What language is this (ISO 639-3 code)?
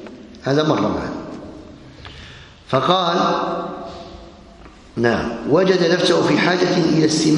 ara